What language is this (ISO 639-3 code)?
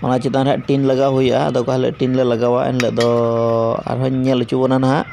sat